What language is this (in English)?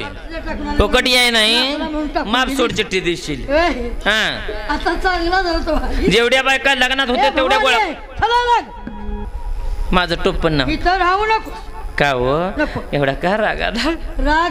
Marathi